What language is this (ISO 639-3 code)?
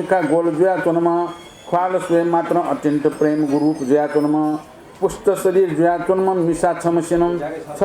new